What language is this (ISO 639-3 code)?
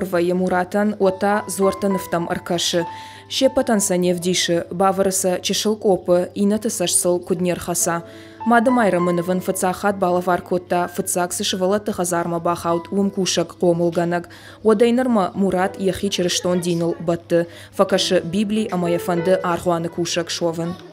oss